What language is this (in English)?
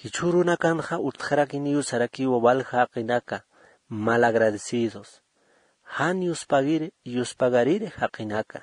Aymara